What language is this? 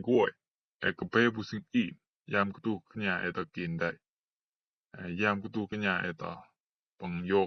Rumai Palaung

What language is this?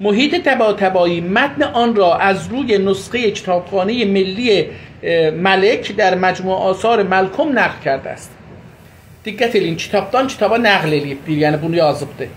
South Azerbaijani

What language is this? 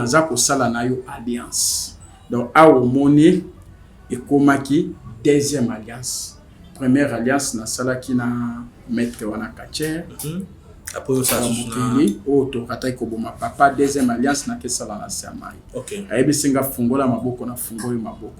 Lingala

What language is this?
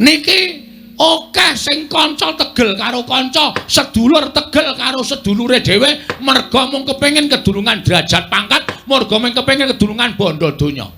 Javanese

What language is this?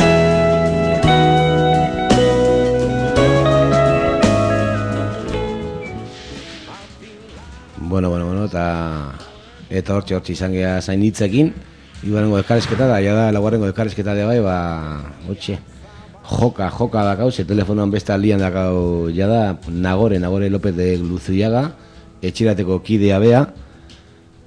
Basque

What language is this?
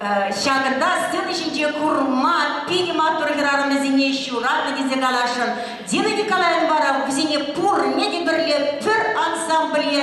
Chuvash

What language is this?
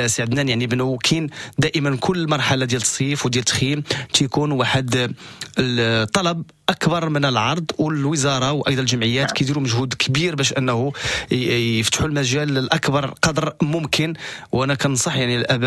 Moroccan Arabic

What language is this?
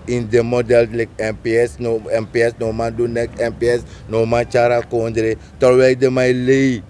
Sranan Tongo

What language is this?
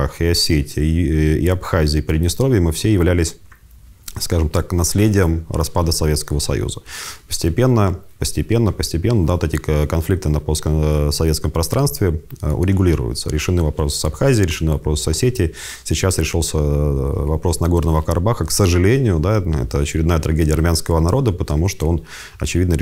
Russian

